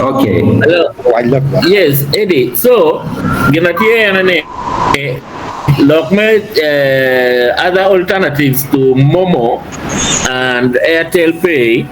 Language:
Acoli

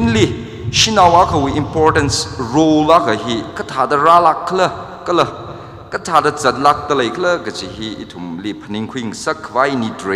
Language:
Tangkhul Naga (India)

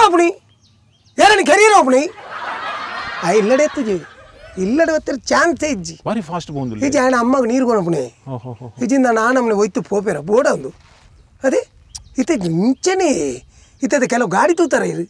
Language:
Tulu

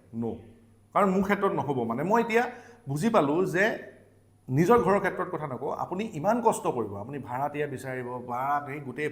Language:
Assamese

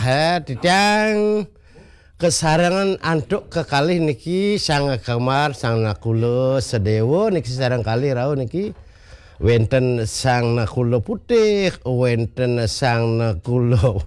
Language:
Balinese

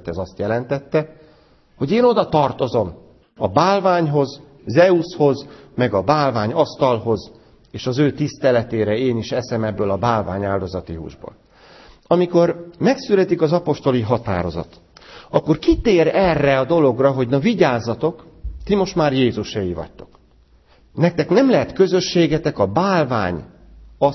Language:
Hungarian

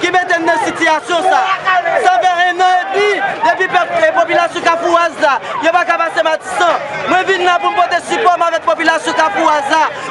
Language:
Haitian Creole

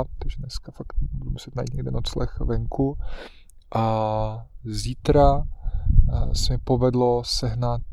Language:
Czech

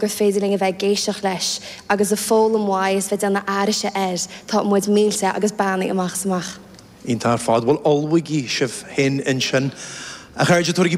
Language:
Irish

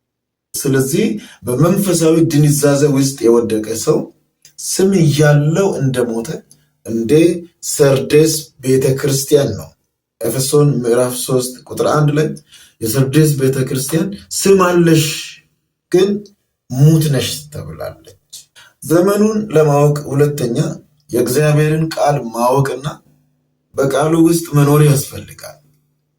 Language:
Amharic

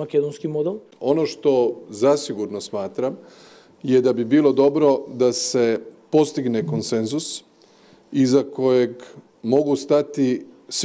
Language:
Macedonian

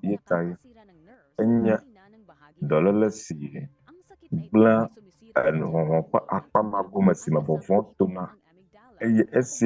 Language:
Ewe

